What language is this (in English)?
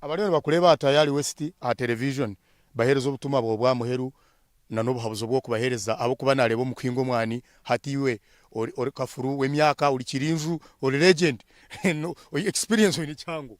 Nyankole